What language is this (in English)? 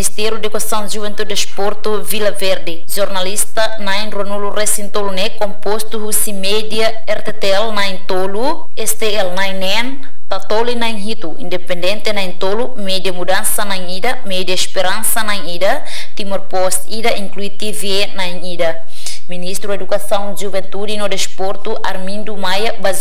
Tetum